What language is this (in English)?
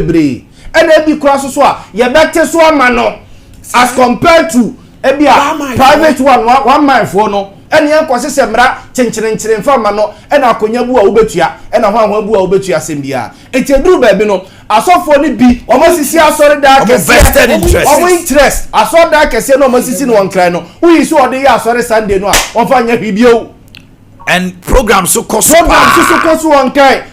Akan